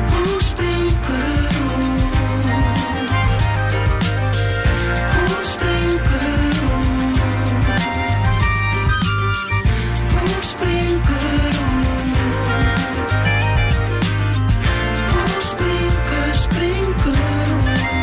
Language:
Icelandic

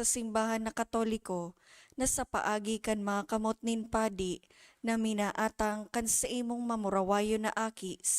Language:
Bikol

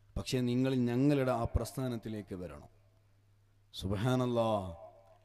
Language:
Malayalam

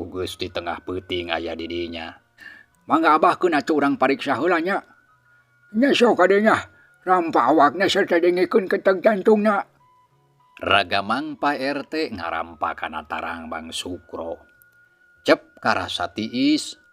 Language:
Sundanese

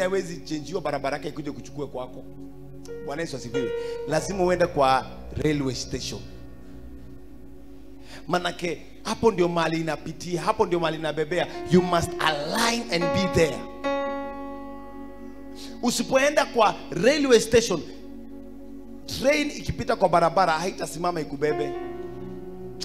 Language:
Swahili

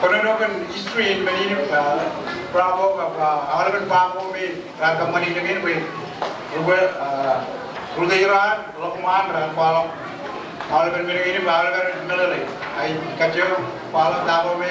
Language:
Marshallese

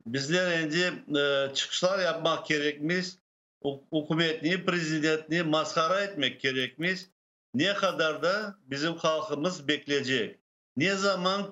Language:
Crimean Tatar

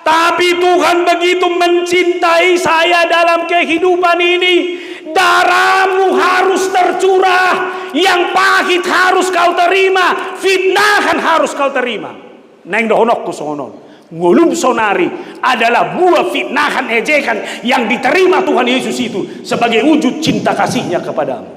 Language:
Batak Toba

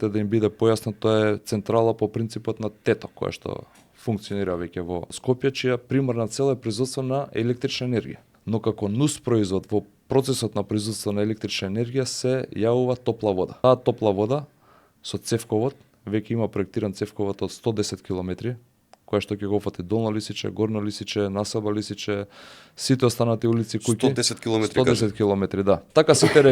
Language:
Macedonian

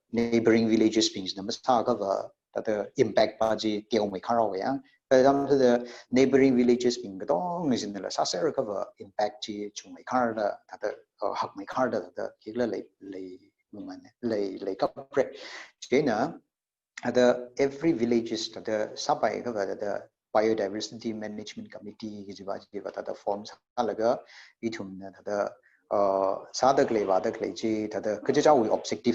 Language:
Tangkhul Naga (India)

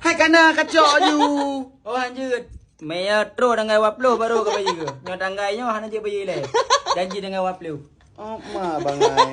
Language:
Achinese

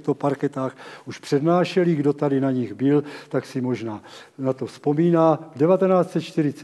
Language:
Czech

